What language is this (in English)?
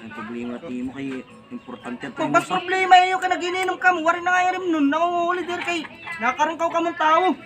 Waray